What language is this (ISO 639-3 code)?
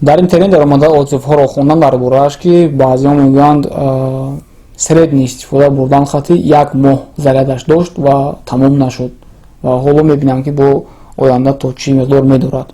tgk